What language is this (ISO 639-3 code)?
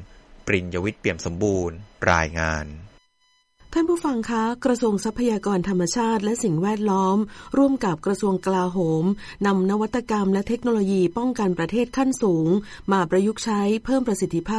tha